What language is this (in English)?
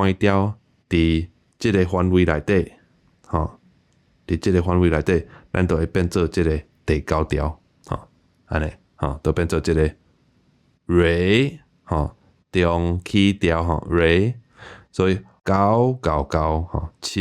Min Nan Chinese